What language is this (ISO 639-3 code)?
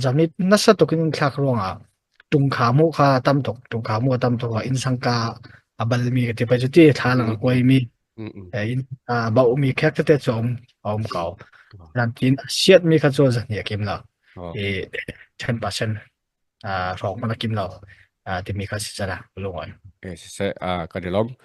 cnh